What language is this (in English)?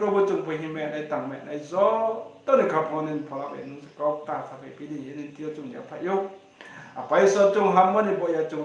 Riang (India)